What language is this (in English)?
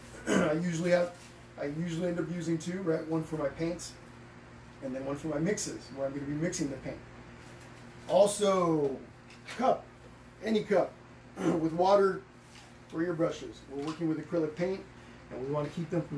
English